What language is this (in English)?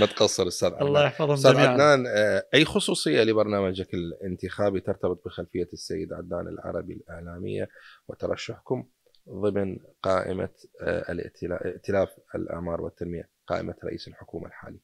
Mesopotamian Arabic